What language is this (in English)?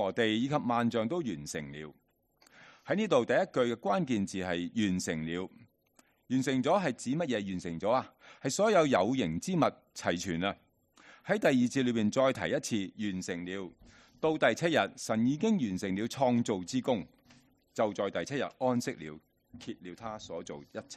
Cantonese